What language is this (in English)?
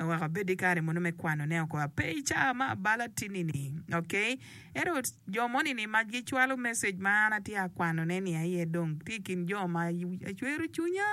Acoli